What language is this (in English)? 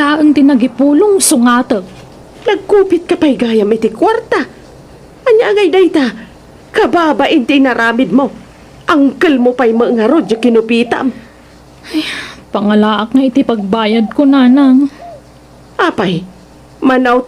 Iloko